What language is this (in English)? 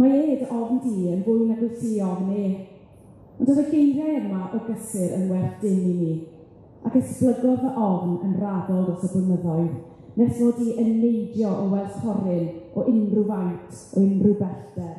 Welsh